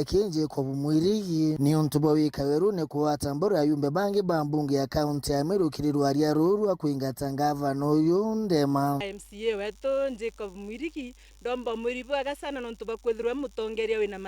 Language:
Meru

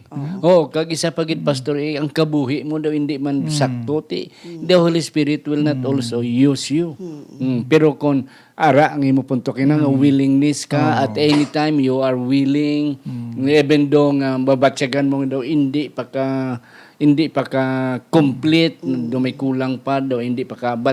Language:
Hiligaynon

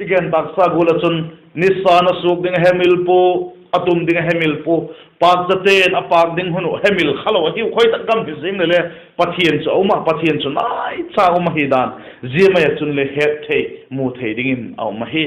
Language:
Vaiphei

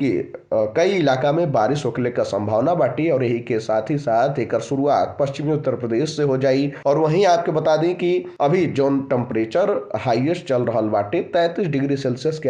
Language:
Bhojpuri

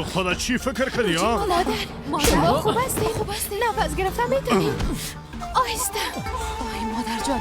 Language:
Persian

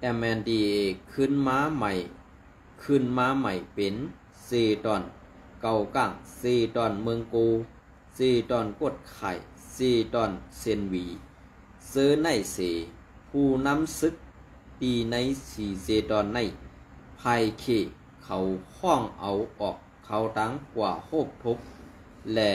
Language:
Shan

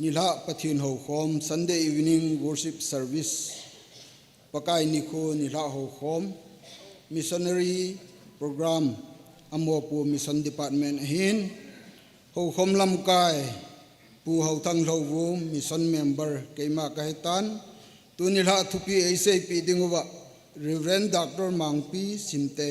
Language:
Thado Chin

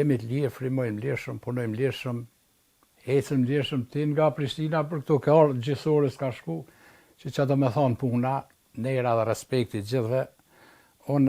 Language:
Albanian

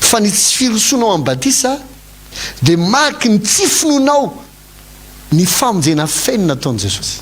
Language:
Malagasy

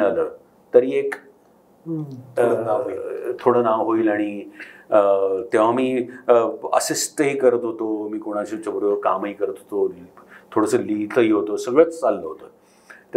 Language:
Marathi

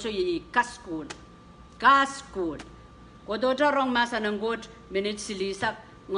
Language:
Pohnpeian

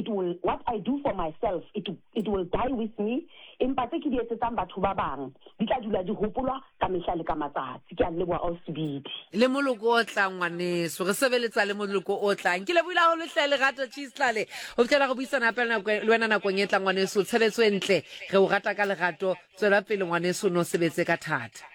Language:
Southern Sotho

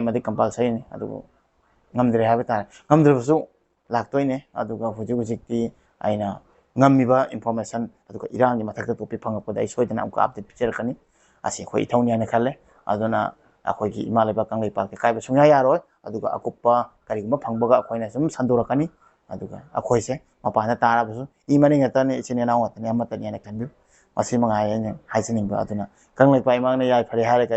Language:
Manipuri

